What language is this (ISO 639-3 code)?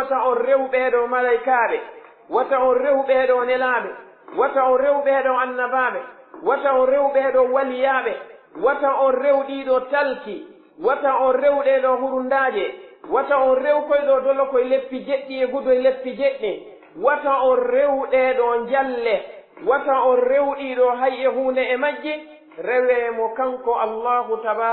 fuf